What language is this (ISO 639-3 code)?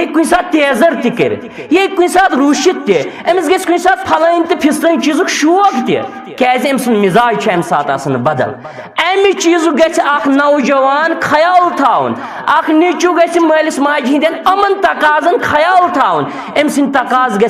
kas